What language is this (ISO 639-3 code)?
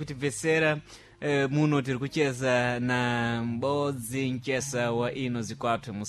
seh